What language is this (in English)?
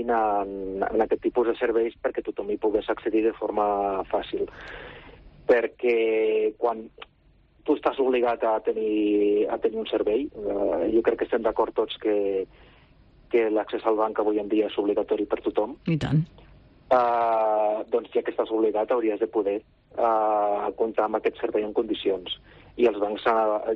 Catalan